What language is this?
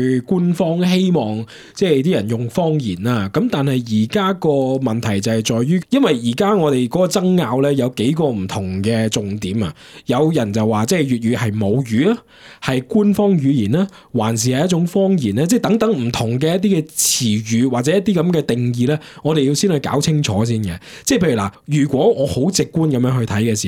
Cantonese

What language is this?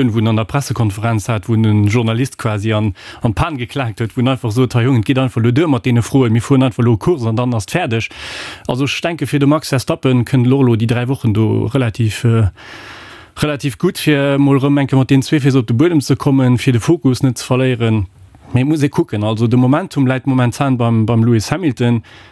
Luxembourgish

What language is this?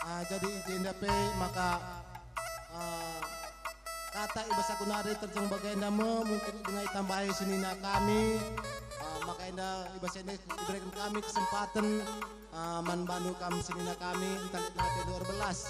Batak Karo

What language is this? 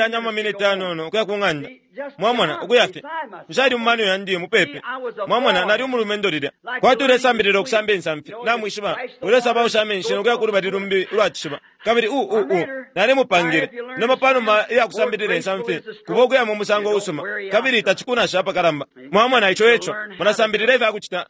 Bemba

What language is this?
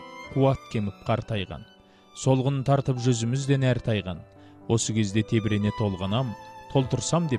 Kazakh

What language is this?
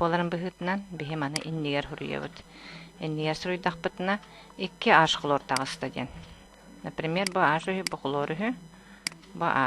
Yakut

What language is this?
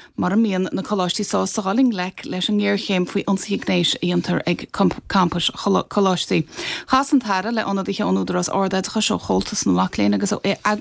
Irish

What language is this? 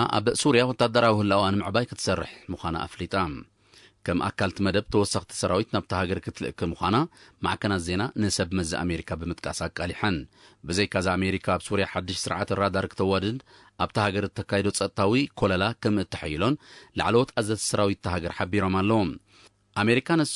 Tigrinya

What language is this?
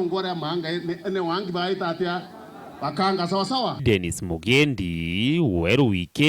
Meru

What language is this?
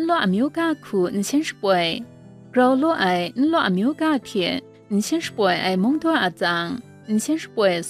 Kachin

